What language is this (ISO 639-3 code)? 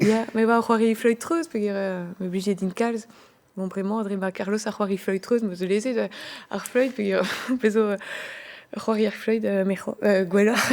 bre